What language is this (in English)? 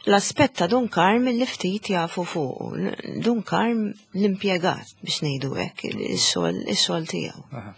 Maltese